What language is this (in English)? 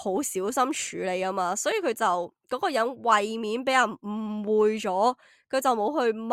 Cantonese